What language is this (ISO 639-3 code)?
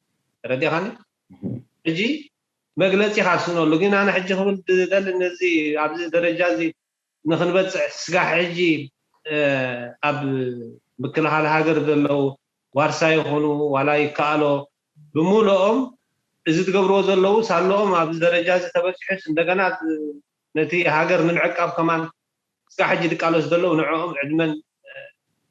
tir